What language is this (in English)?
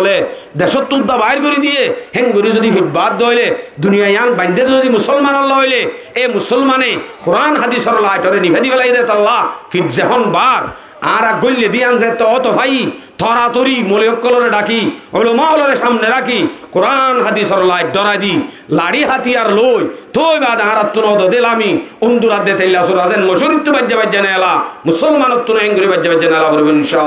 Rohingya